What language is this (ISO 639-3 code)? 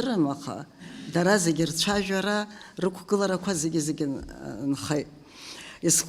abk